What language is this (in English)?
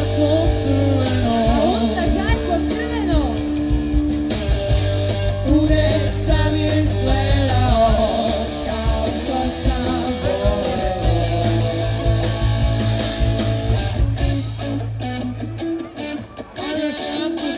Serbian